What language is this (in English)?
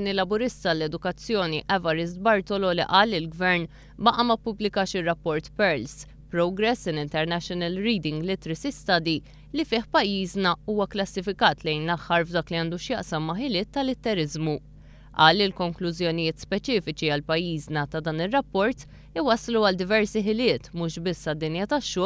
Maltese